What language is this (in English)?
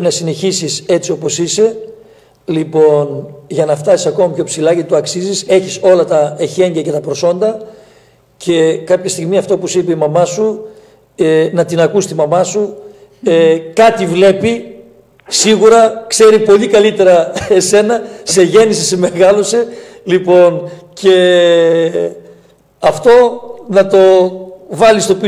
Greek